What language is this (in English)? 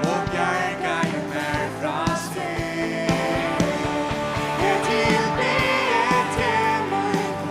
Faroese